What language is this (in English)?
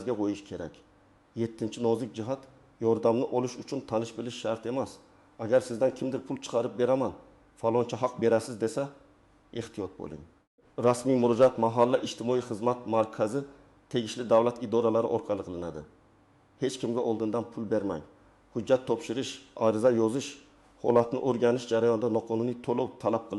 Uzbek